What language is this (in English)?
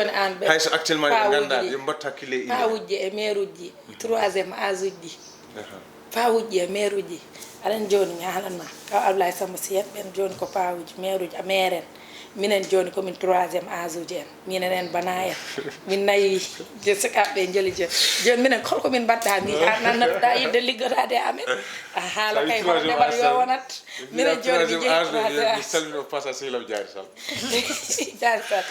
Fula